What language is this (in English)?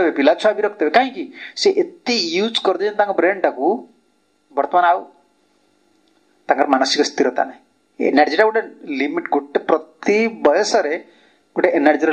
Odia